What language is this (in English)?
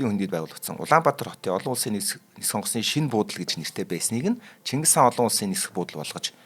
Mongolian